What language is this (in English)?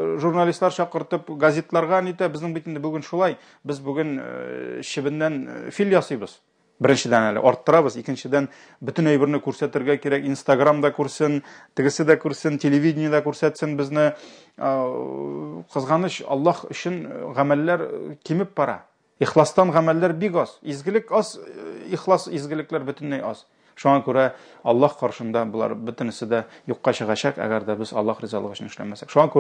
Tatar